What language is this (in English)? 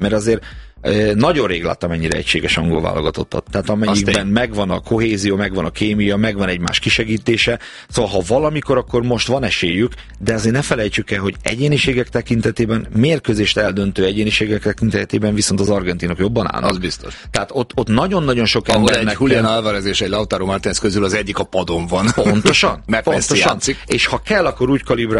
Hungarian